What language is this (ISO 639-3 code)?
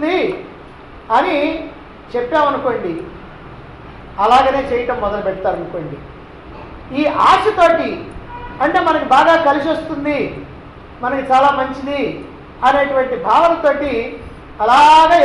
tel